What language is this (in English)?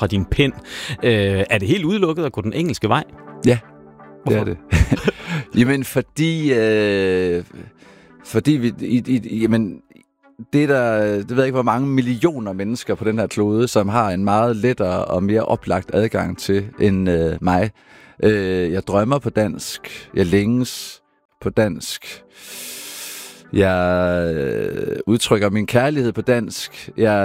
Danish